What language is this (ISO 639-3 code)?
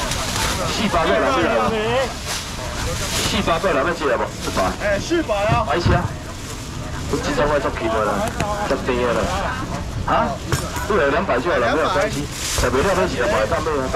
nan